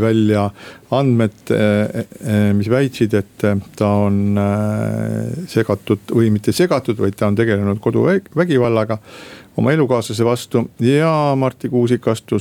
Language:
Estonian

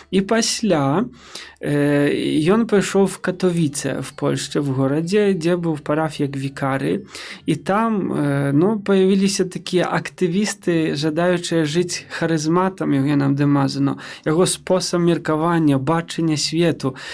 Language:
Belarusian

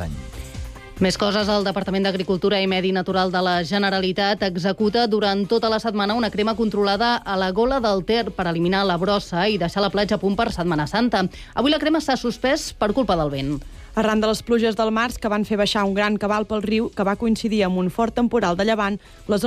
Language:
Catalan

